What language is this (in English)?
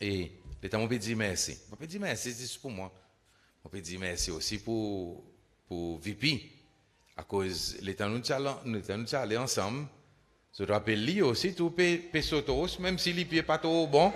Seselwa Creole French